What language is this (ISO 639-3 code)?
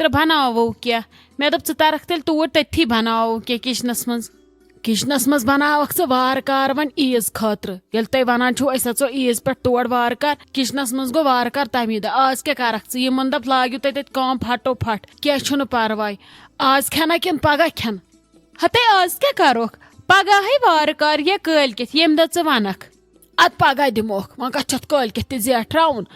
kas